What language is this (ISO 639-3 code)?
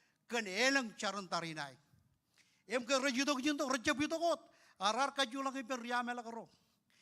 mah